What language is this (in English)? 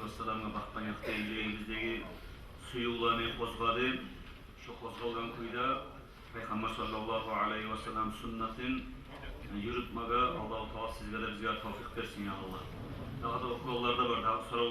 Kumyk